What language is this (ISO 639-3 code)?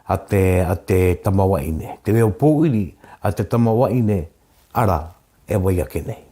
mri